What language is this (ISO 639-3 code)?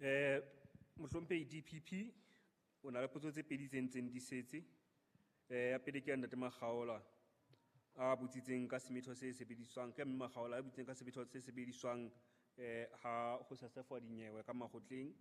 sot